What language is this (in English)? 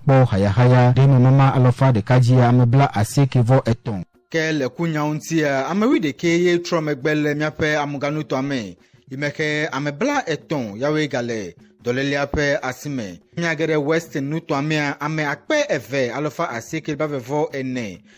Ewe